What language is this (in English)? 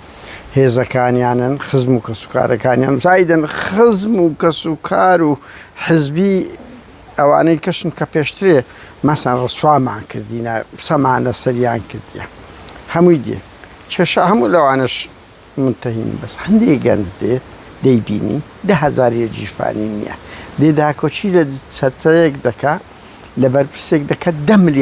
Central Kurdish